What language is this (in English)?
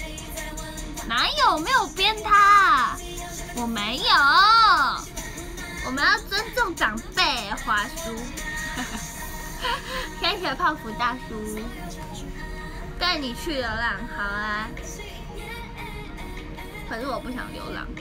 Chinese